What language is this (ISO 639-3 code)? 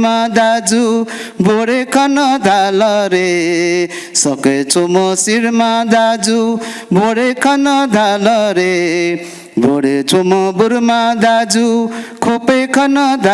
new